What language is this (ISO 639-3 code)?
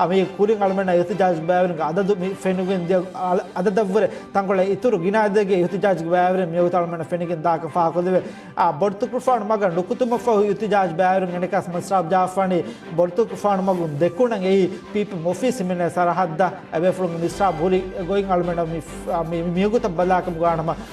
div